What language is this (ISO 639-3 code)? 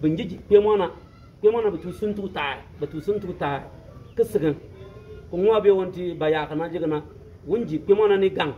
bim